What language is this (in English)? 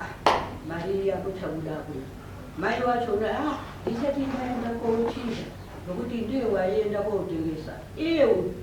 Shona